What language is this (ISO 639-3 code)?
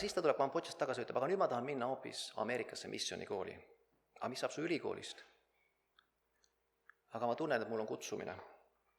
est